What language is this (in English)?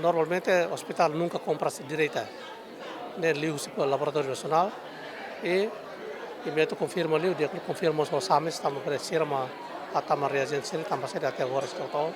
Tetum